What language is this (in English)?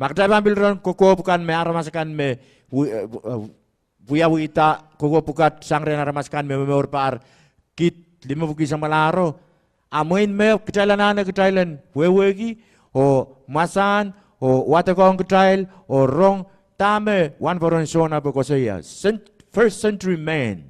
Pohnpeian